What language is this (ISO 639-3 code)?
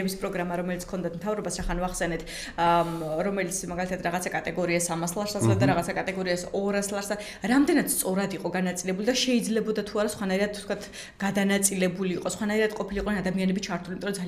kat